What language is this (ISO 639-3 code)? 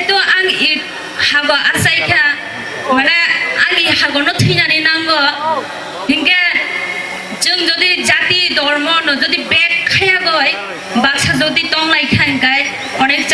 trp